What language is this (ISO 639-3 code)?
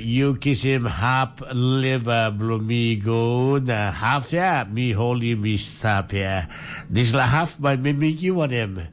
tpi